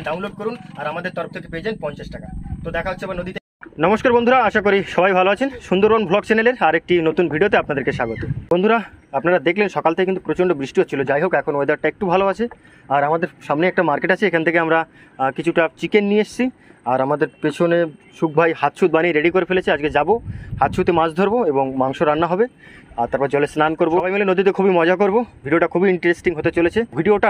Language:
Bangla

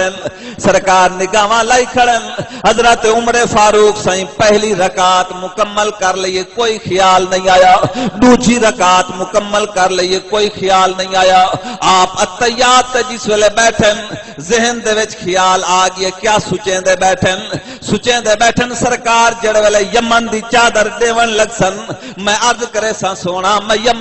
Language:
Saraiki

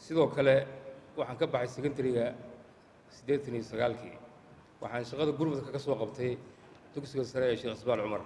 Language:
Somali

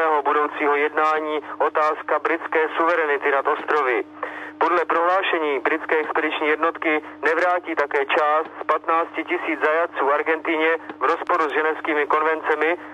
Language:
Czech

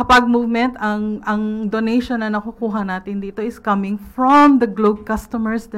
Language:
Filipino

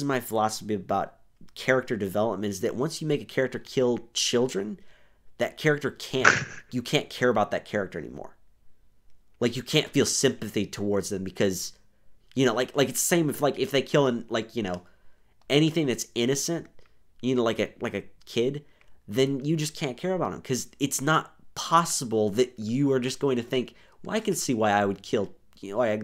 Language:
English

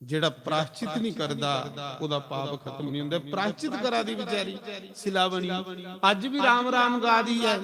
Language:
Dogri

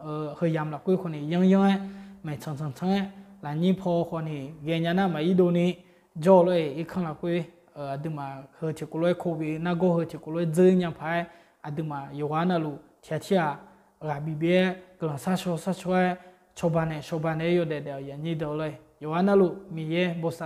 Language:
Akha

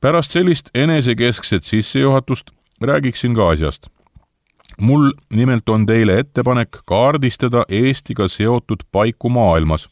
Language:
Estonian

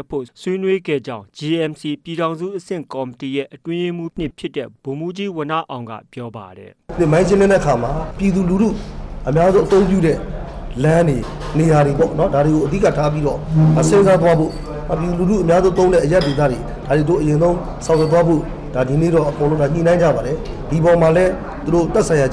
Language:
Burmese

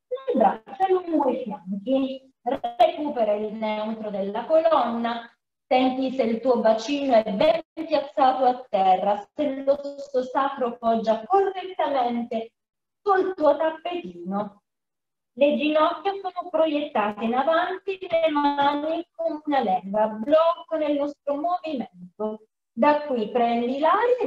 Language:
Italian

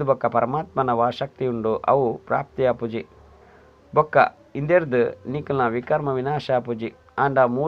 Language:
Tulu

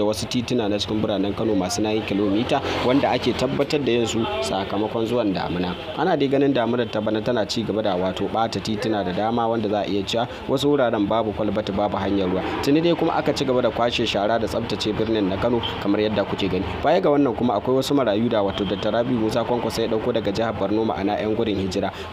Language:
Hausa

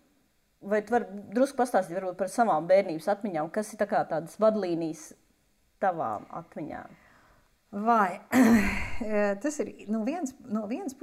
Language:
Latvian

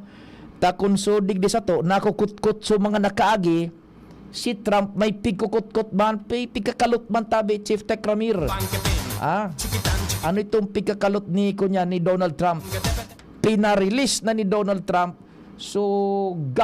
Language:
Bikol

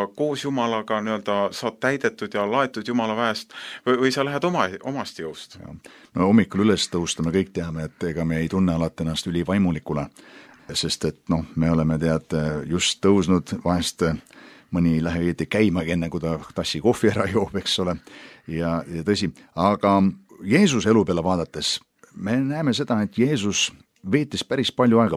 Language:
Estonian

